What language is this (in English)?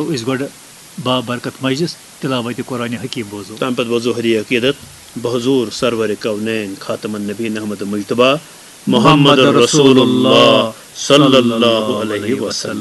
Kashmiri